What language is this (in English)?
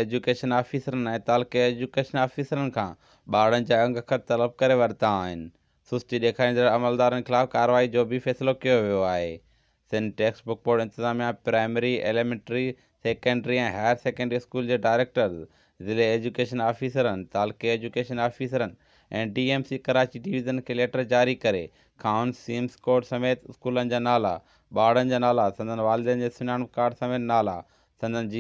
Sindhi